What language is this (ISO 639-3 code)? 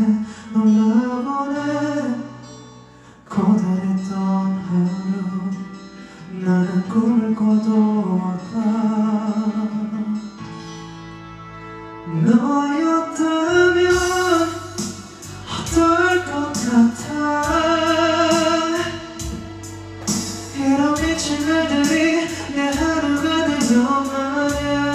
kor